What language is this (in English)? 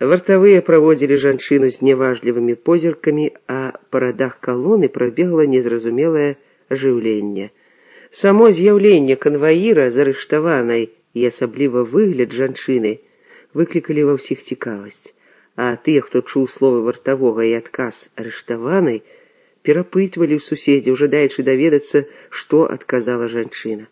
Belarusian